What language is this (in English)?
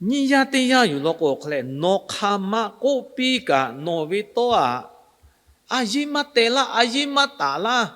Lahu